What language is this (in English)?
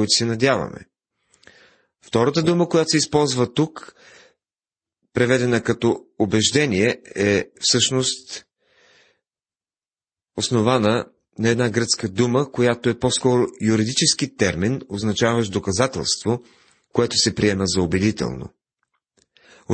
Bulgarian